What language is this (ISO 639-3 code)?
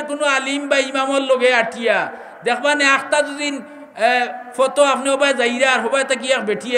syl